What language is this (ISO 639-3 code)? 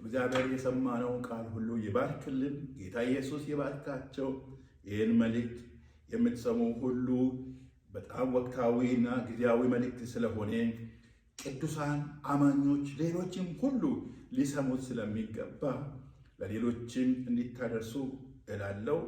amh